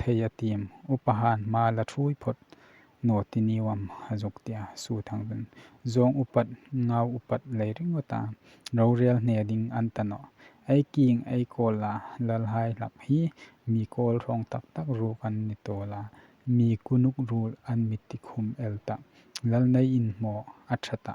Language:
Hmar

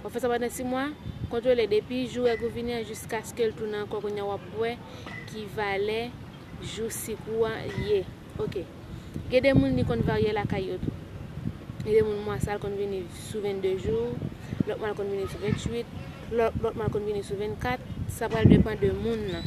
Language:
Haitian Creole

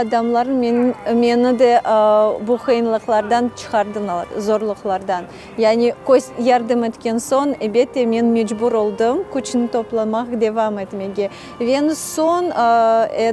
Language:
Crimean Tatar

